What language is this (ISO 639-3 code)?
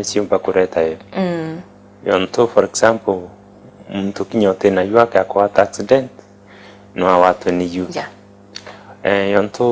mer